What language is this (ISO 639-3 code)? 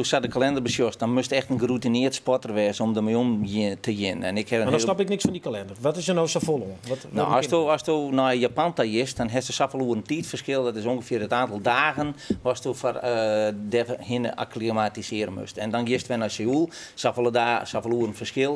fry